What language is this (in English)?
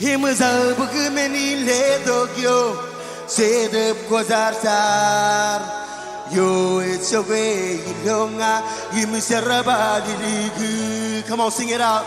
Marshallese